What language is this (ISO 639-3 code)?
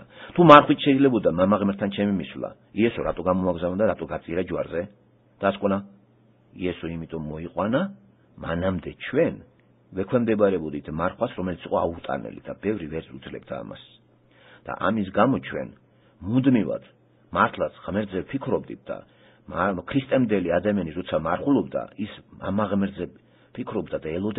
kat